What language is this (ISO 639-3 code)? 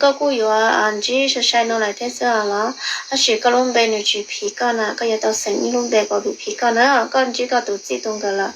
hmn